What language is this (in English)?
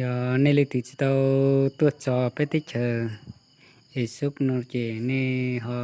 Hmong